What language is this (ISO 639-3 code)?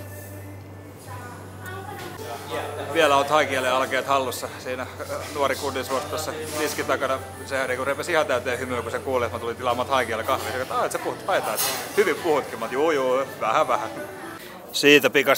fin